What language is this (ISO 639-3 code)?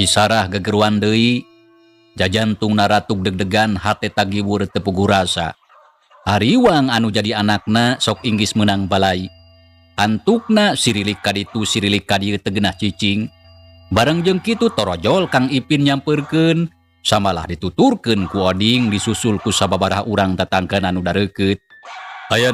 sun